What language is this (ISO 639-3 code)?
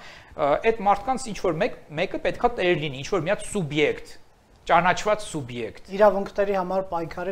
hye